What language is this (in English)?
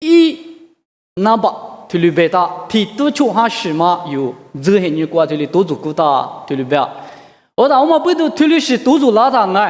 Lisu